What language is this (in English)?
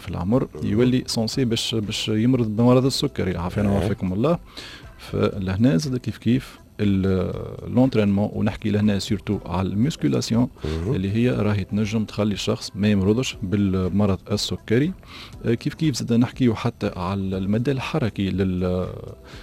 Tunisian Arabic